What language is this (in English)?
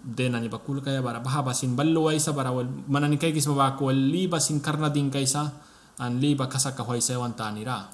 Mískito